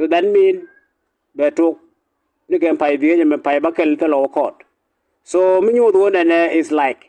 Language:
Nuer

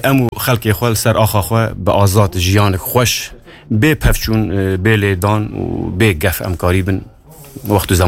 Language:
Kurdish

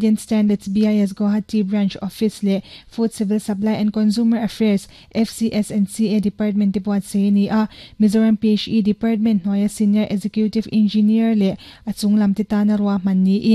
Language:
Mizo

